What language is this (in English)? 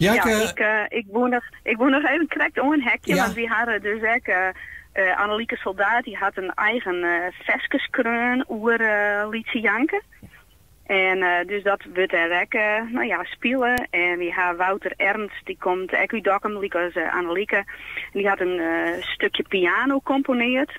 Western Frisian